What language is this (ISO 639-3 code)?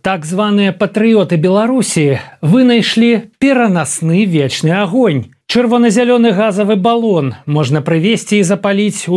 bel